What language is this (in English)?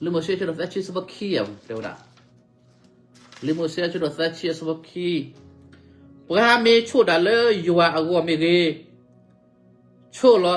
S'gaw Karen